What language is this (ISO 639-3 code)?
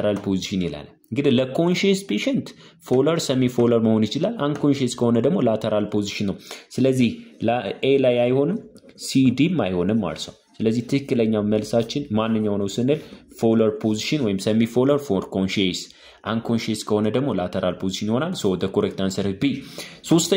amh